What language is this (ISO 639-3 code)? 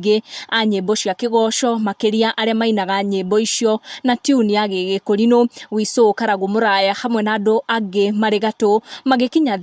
kik